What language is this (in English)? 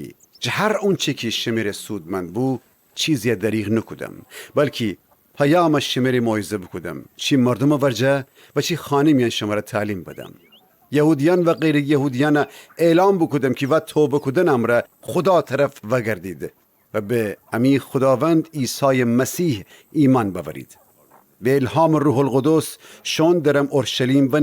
Gilaki